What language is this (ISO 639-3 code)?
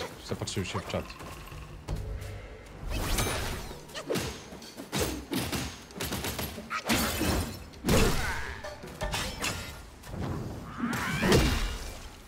pol